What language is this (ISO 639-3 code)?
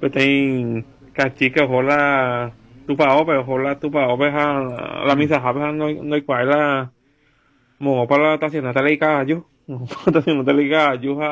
grn